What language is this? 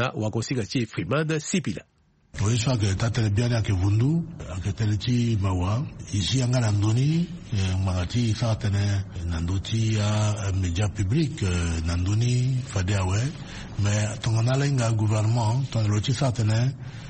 Sango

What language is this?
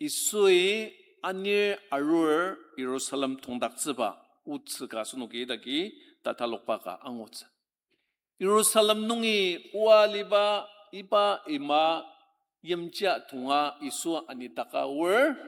Ao Naga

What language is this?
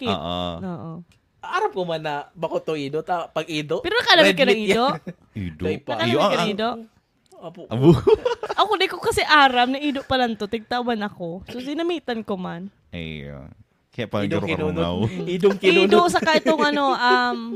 Bikol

